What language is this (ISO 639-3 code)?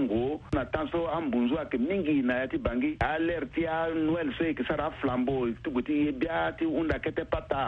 sag